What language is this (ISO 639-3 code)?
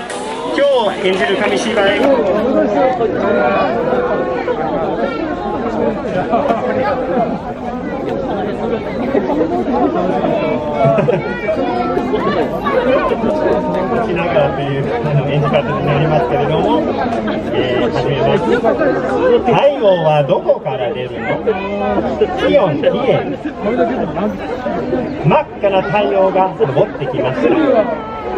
jpn